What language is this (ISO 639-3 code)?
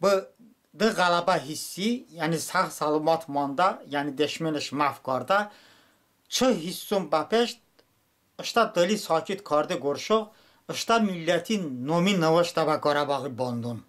tly